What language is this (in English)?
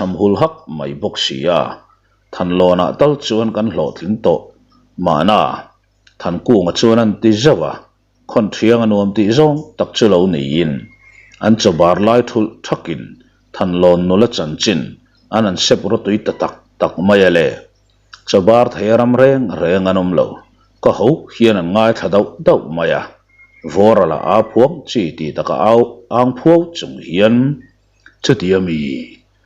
Mizo